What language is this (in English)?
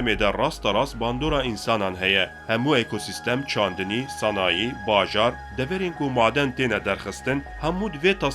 Kurdish